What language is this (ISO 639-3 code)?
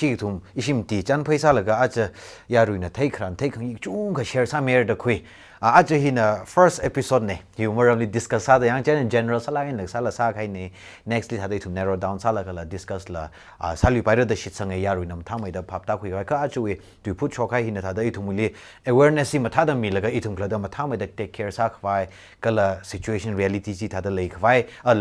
nmf